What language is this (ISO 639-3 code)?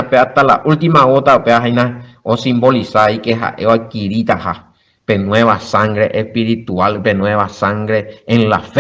grn